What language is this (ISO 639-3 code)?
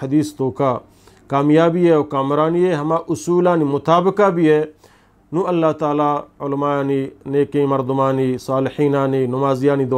bgp